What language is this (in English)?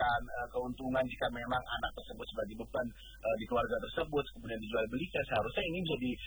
Indonesian